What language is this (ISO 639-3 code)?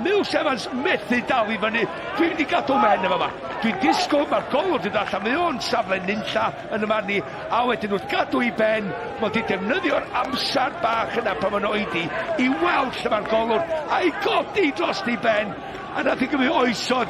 cym